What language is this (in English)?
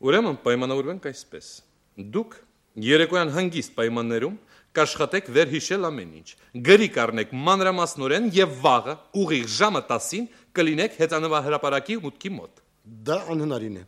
Armenian